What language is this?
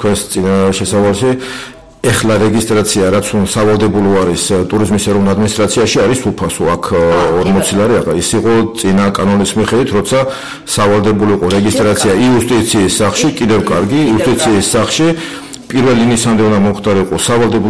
Georgian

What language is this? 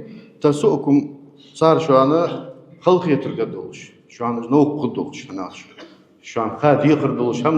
Ingush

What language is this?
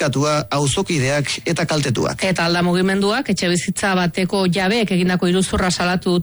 Basque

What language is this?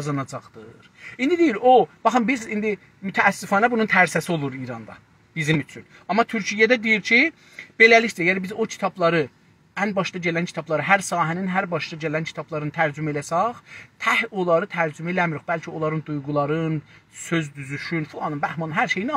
South Azerbaijani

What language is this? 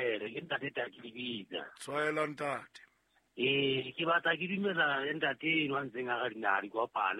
Southern Sotho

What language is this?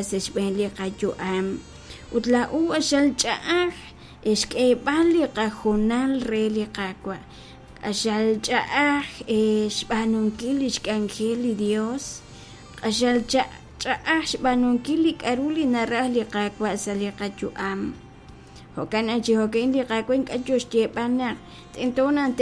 Kekchí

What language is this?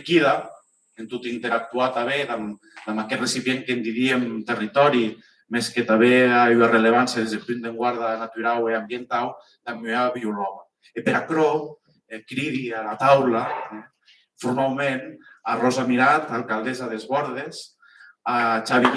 Occitan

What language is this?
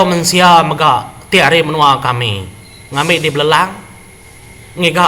Iban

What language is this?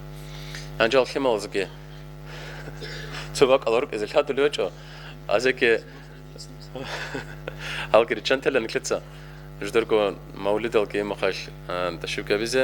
Avaric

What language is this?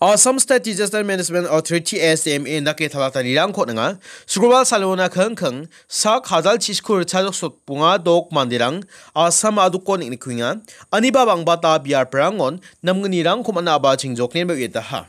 Garo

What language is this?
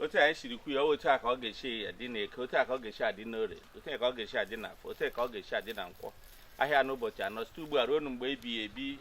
Igbo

